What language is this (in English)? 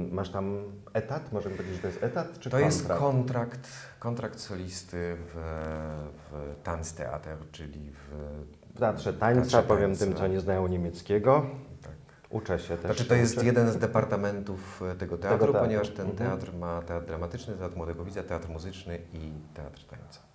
Polish